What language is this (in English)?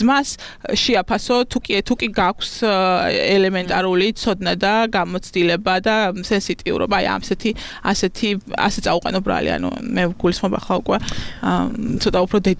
Georgian